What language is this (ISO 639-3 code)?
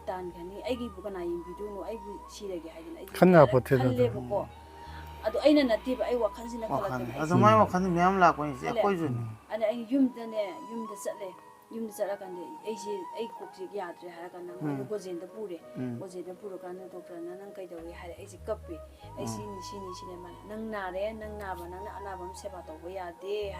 mni